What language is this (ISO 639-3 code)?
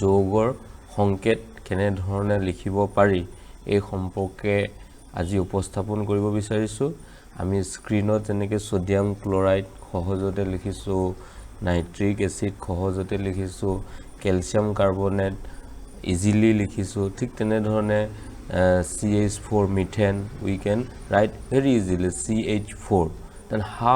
asm